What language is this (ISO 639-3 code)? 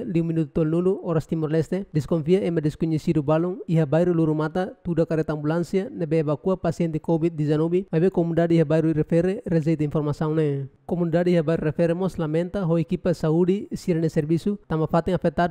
tet